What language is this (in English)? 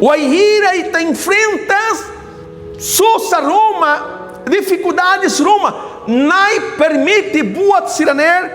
Tetum